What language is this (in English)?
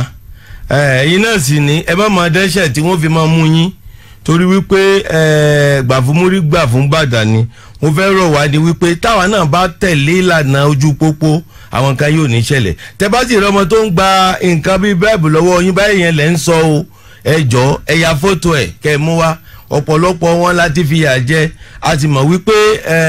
Yoruba